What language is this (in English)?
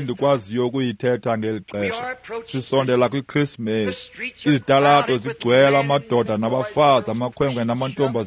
Xhosa